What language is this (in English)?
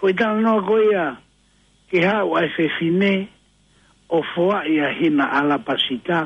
Tongan